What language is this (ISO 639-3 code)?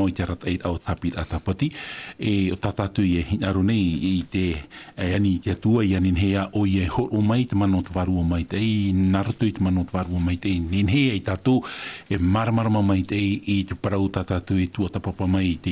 tah